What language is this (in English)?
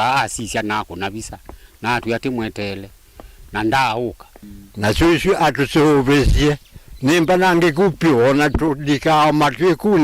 Kamba